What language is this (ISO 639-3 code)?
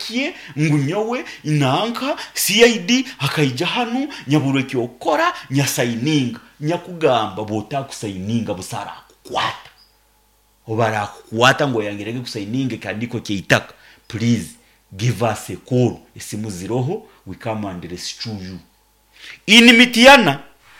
nyn